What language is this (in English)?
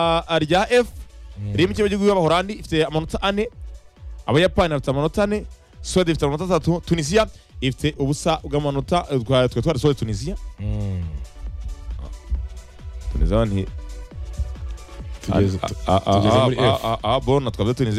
Kinyarwanda